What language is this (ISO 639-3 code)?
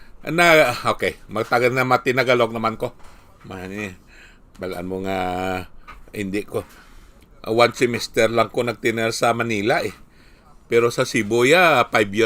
hil